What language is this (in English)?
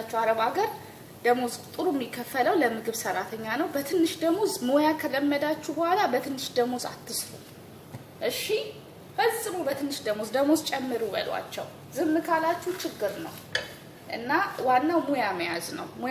Amharic